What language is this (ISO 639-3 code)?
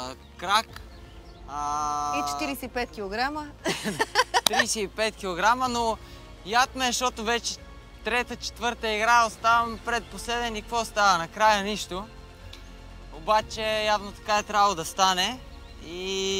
bul